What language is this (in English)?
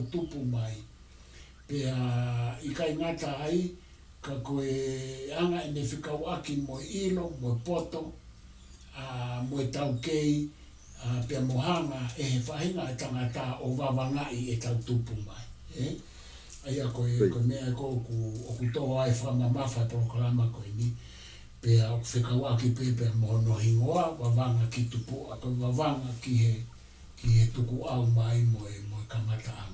Tongan